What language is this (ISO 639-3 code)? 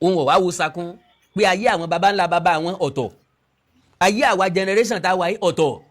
yor